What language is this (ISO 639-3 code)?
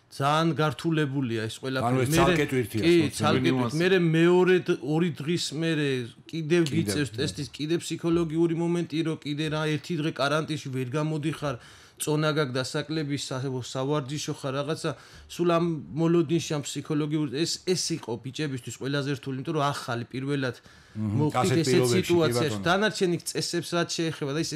kat